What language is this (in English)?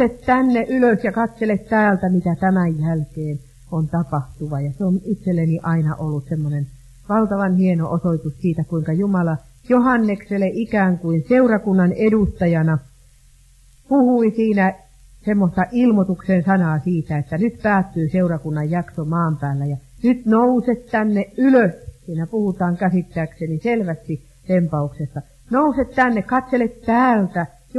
Finnish